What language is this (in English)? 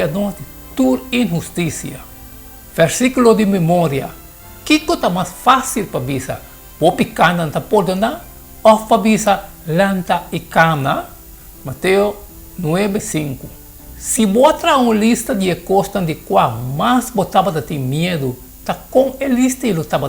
Papiamento